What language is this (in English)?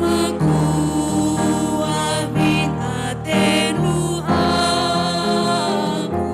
Batak Karo